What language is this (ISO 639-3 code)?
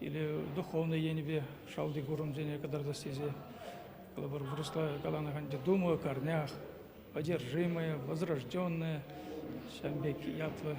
chv